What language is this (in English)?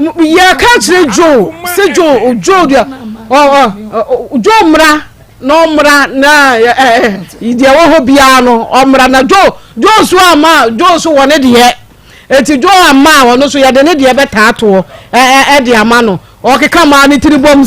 Akan